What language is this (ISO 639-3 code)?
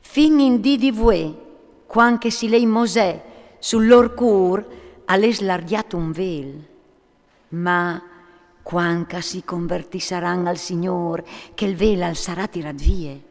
fur